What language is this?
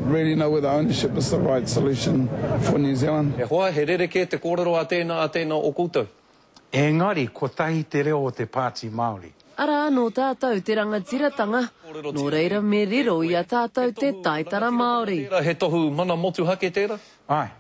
Māori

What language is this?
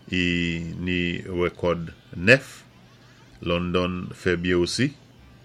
Saint Lucian Creole French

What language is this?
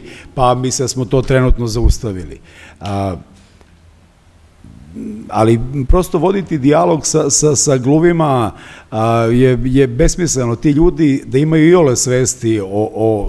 Serbian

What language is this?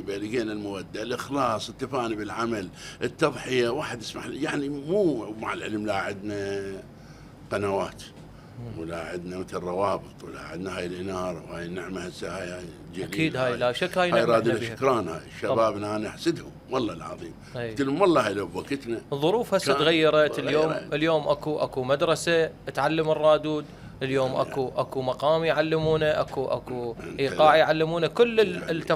Mesopotamian Arabic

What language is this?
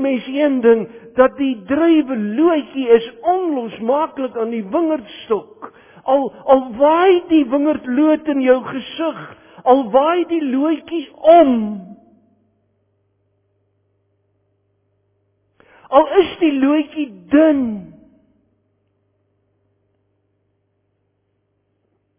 Afrikaans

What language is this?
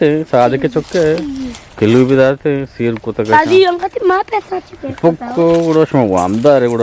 Eastern Balochi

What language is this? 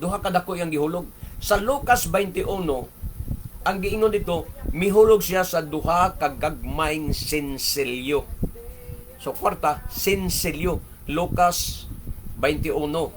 Cebuano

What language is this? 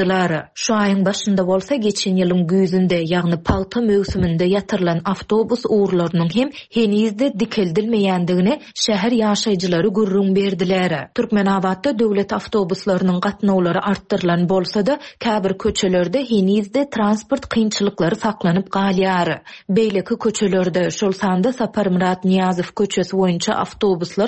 Turkmen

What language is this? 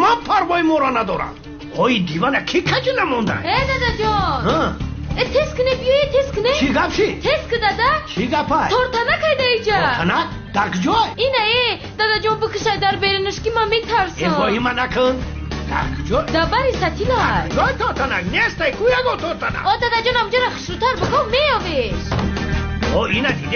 Tajik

